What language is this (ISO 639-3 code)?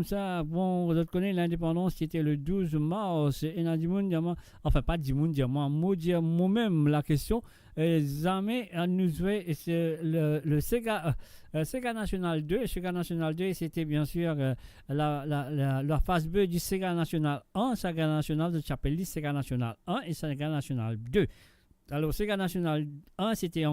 mfe